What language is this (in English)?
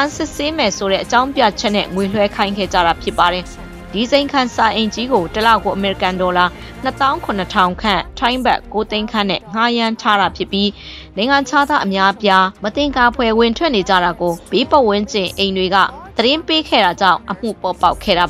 Burmese